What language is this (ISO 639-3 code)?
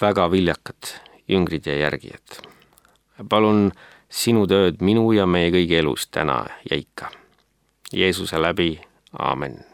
est